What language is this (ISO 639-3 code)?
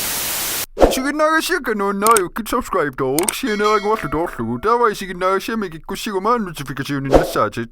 kal